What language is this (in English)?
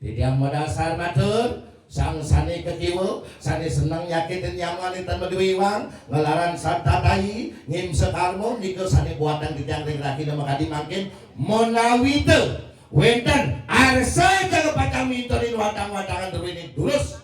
Balinese